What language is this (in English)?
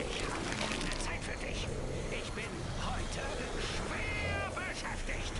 Swiss German